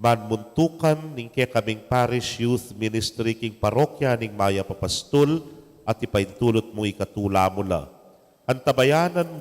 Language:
Pampanga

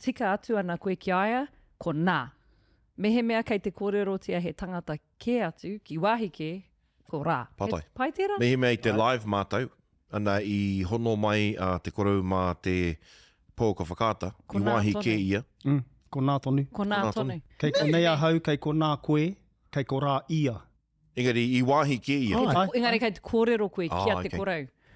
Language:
Māori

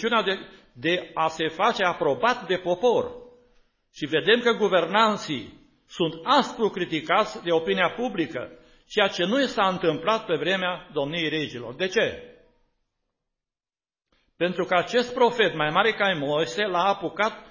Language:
Romanian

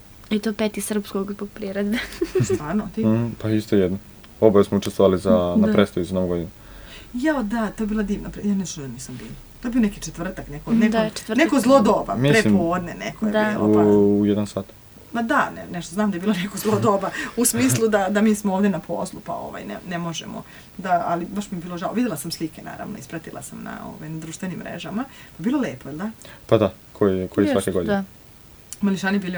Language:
Serbian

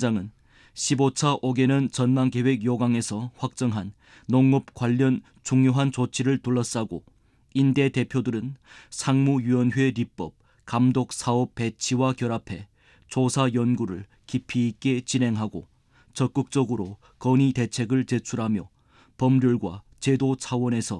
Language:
Korean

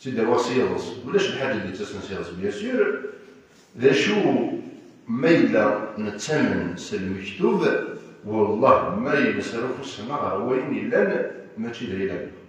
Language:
Kabyle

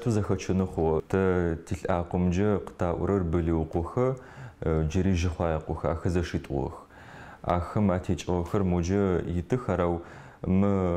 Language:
Adyghe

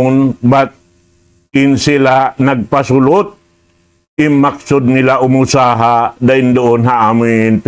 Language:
Tausug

